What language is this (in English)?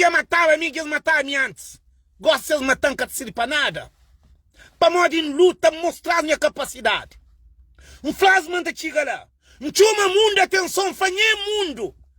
Kabuverdianu